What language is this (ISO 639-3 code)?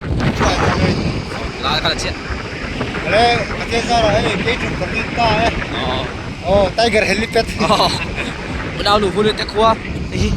lus